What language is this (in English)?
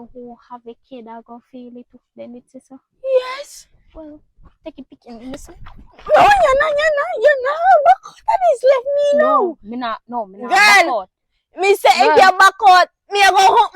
Jamaican Creole English